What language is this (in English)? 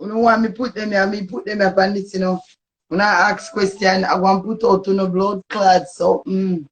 Jamaican Creole English